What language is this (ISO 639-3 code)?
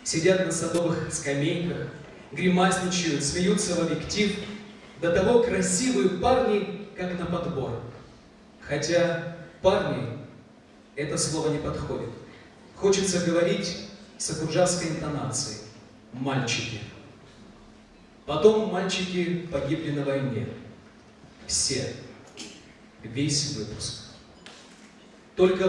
rus